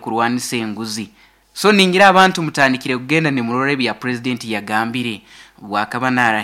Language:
Nyankole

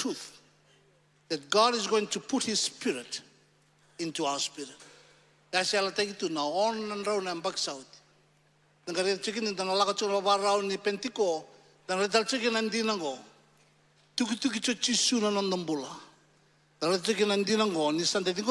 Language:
Fijian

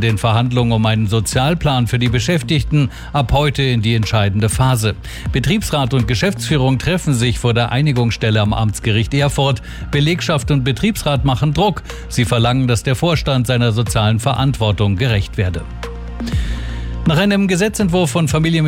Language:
German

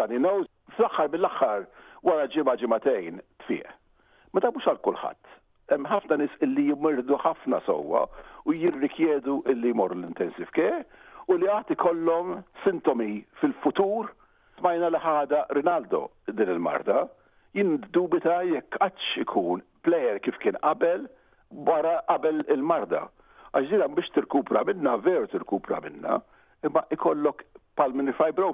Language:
Maltese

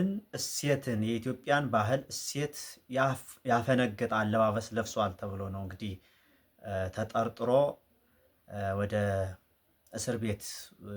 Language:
Amharic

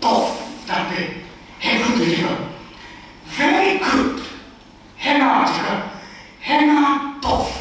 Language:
Tangkhul Naga (India)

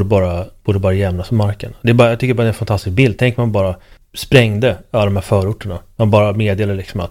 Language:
Swedish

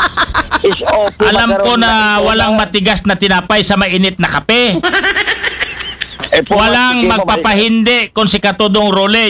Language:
Filipino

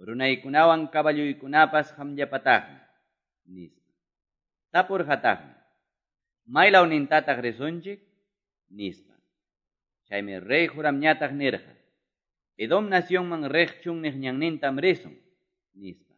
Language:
Quechua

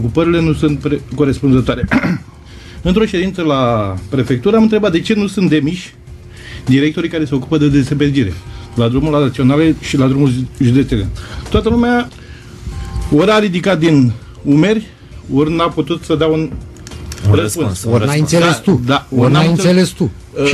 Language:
Romanian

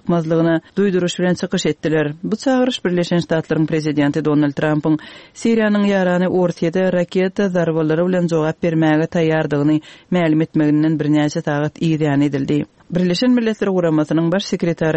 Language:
Turkmen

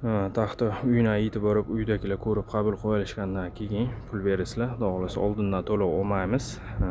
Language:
Uzbek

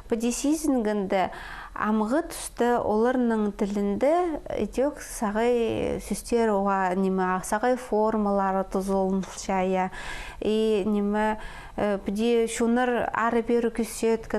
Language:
Khakas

